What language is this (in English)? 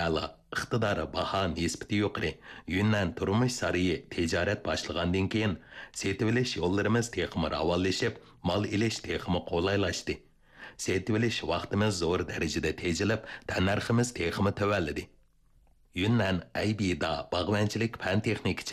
Uyghur